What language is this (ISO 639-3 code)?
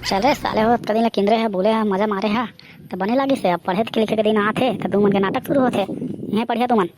hne